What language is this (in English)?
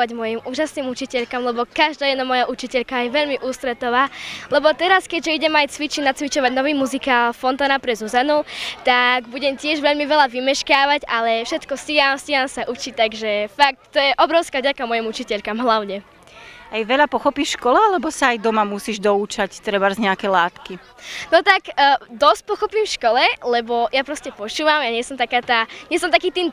Slovak